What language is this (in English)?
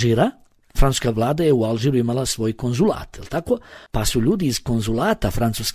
Bosnian